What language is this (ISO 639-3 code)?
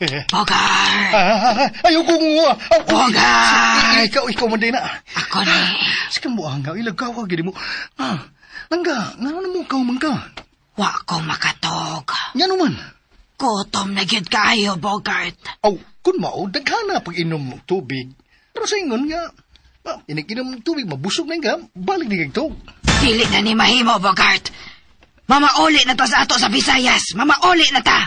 ceb